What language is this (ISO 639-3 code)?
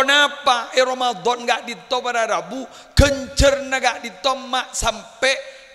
mad